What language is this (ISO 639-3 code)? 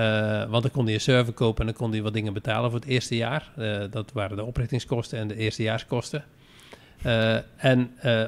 nld